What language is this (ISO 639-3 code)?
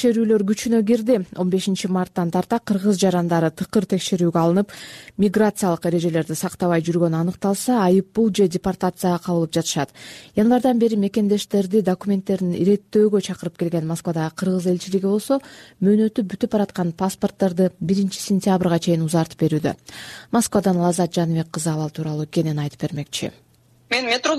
kir